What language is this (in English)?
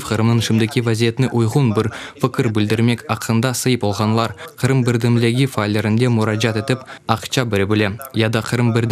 Crimean Tatar